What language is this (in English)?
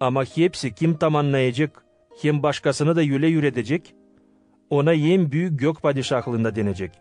Gagauz